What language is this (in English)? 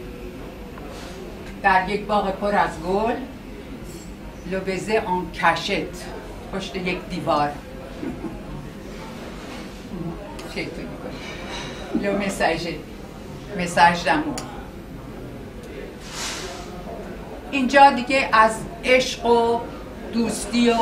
Persian